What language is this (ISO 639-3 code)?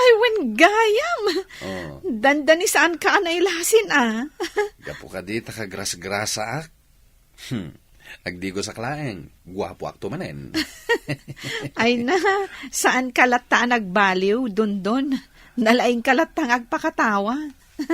ilo